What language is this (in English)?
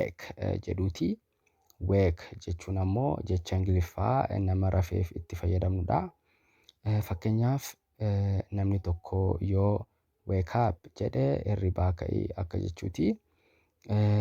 Oromo